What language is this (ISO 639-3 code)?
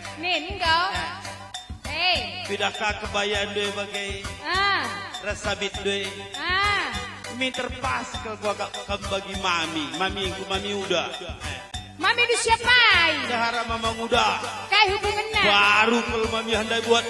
btx